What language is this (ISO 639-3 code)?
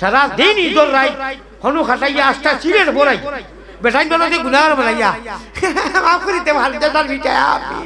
syl